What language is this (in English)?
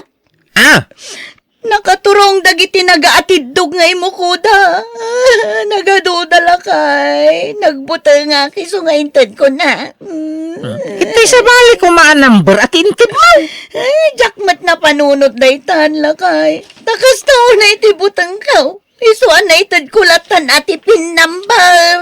Iloko